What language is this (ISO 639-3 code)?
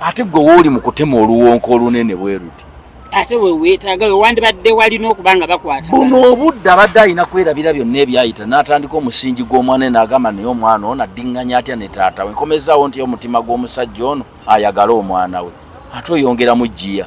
lug